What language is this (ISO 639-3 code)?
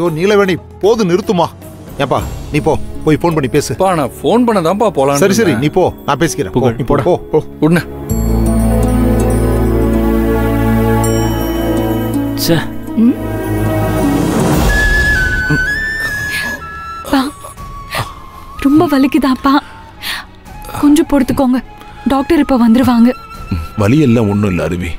tam